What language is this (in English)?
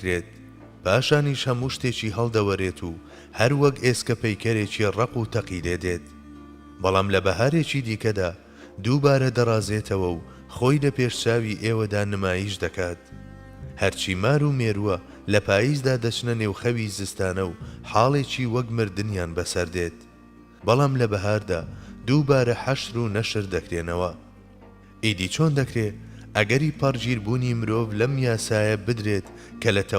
Central Kurdish